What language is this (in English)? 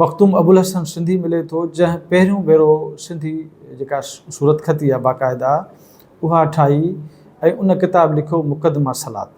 Sindhi